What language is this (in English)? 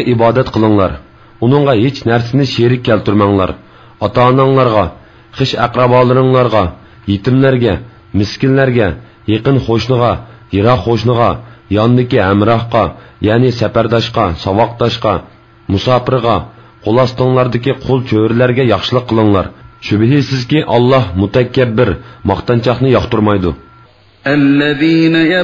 Uyghur